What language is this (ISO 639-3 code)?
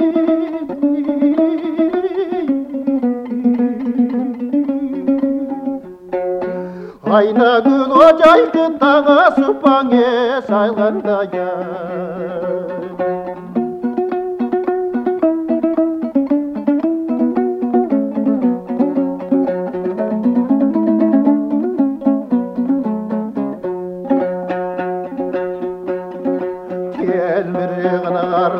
kaz